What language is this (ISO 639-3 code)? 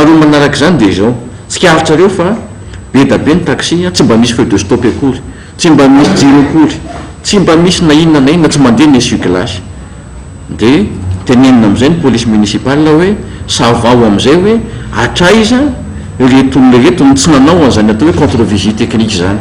mlg